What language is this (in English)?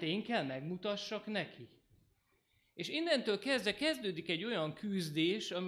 Hungarian